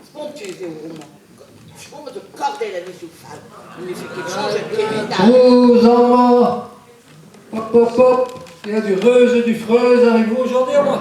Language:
Breton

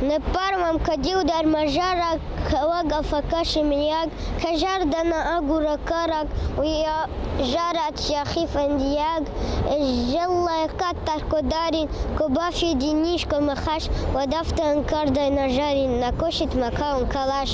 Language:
Ossetic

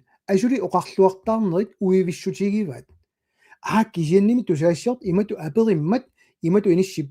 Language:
Kalaallisut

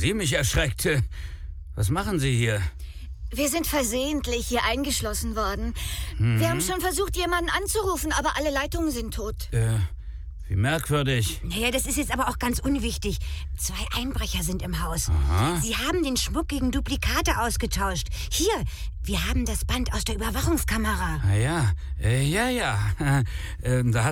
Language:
German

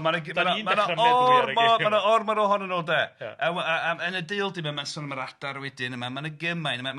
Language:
Welsh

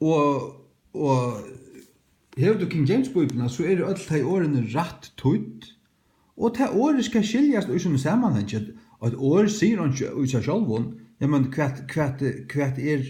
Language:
Faroese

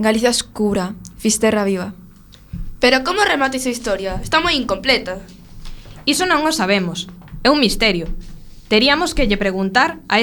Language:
Galician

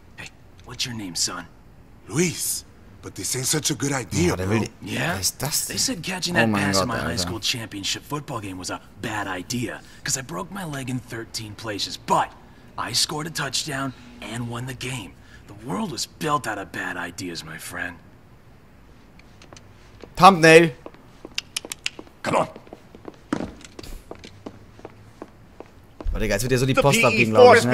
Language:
German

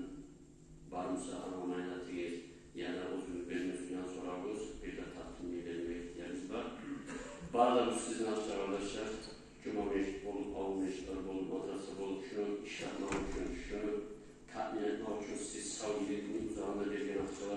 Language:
Kumyk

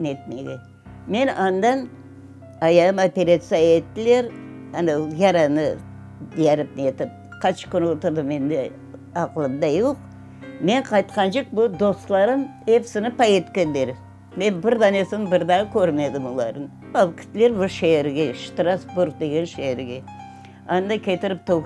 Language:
Crimean Tatar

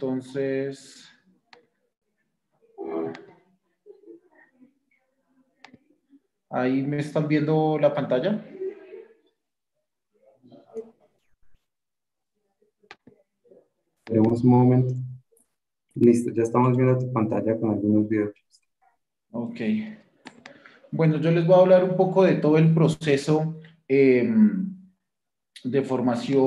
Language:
Spanish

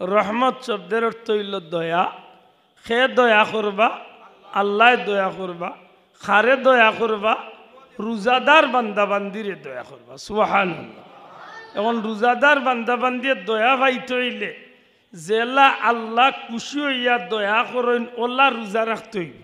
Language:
Sylheti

